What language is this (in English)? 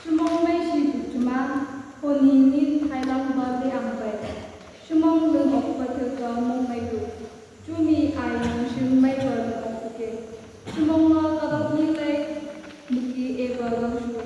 Phom Naga